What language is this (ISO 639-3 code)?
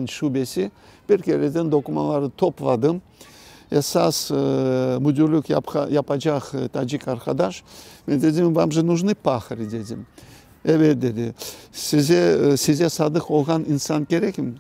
crh